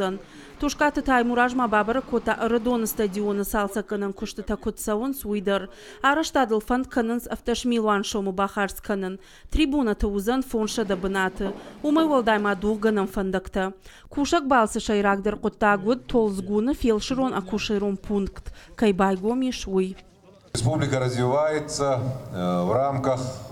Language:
Ossetic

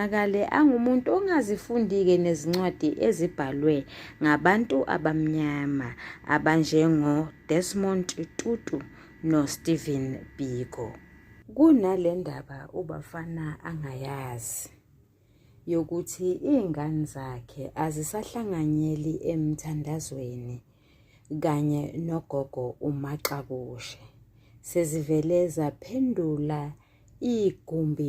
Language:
Zulu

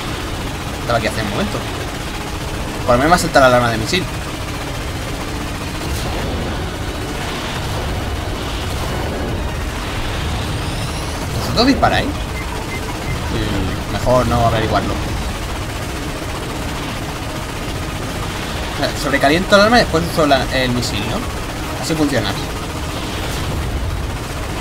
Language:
Spanish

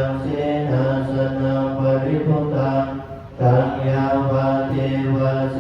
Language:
Pali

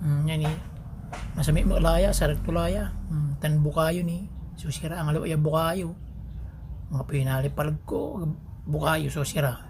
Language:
Pangasinan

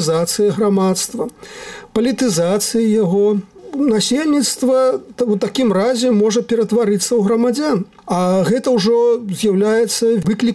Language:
Belarusian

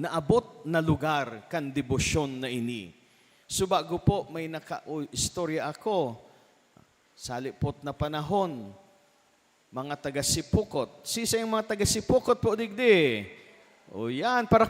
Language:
Bikol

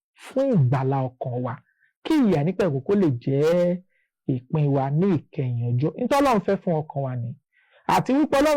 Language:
Yoruba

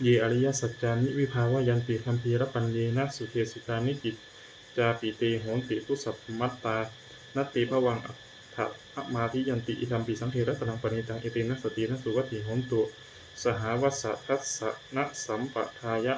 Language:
Pali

